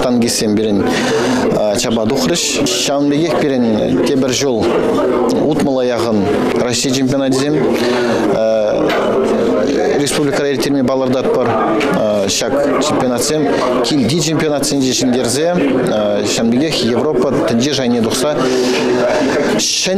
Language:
Chuvash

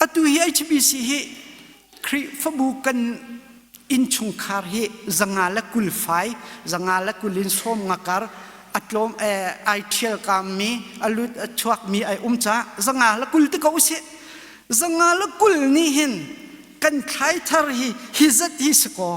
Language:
Hakha Chin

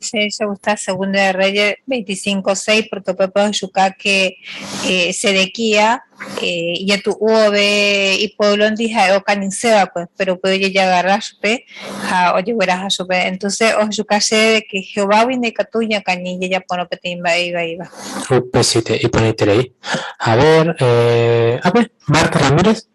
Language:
Guarani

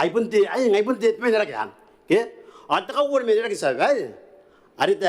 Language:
Gilbertese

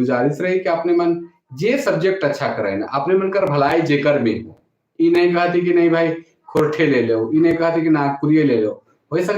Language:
Sadri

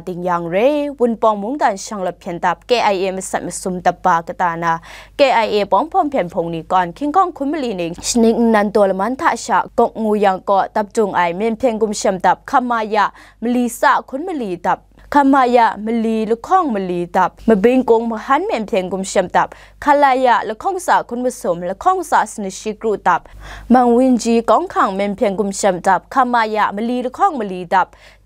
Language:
Kachin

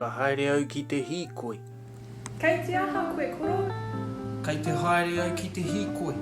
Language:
Māori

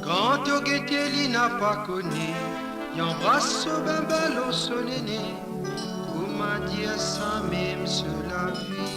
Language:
Morisyen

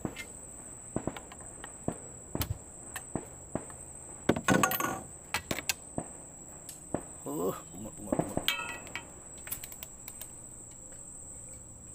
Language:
Malay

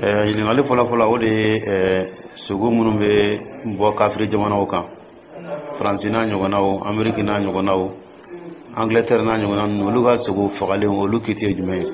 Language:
Dyula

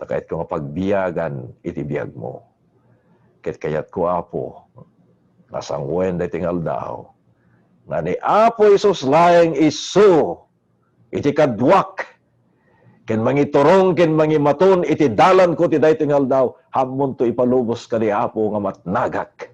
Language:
Iloko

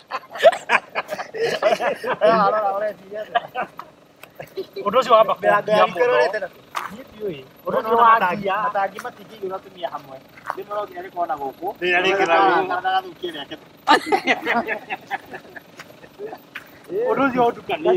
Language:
Kikuyu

